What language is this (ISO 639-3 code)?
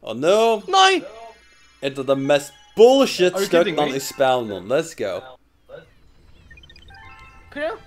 fao